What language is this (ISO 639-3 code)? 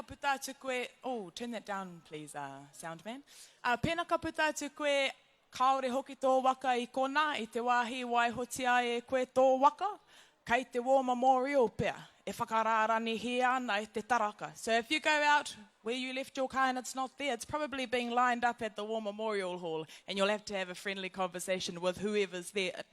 mri